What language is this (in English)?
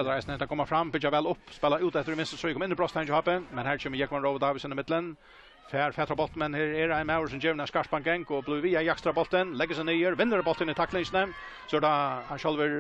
Faroese